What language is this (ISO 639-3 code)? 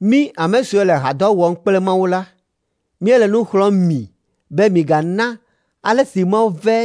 ewe